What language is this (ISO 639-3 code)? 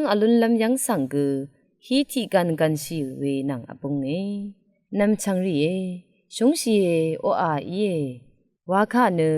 raw